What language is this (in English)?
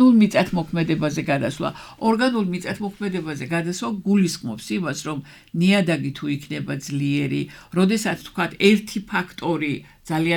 Georgian